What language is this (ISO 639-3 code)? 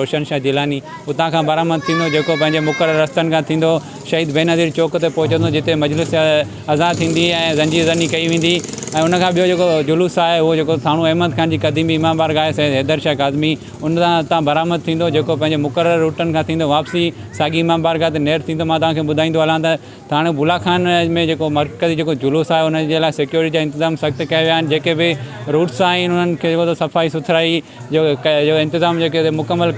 snd